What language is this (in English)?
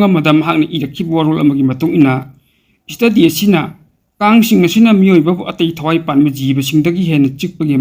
Manipuri